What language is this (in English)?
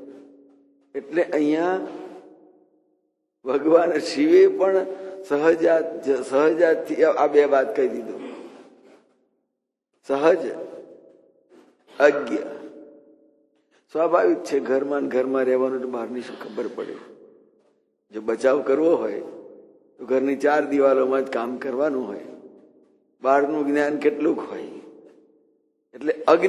Gujarati